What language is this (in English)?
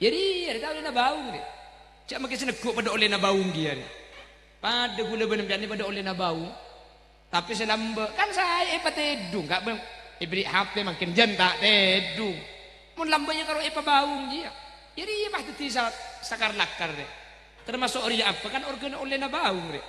Madurese